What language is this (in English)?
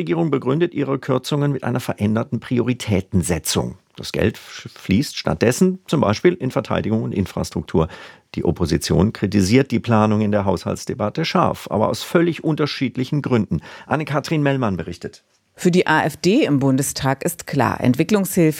German